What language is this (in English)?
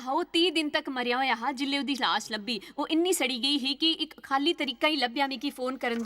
Dogri